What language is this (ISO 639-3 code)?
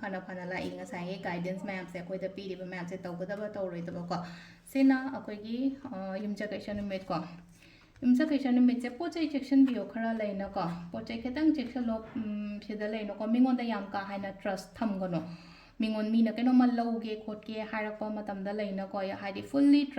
mni